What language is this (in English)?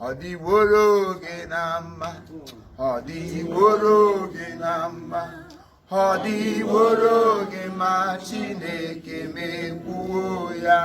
Igbo